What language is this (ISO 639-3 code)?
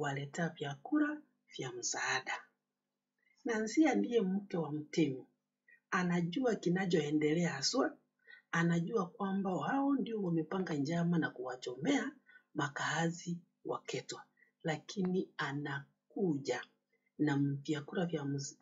swa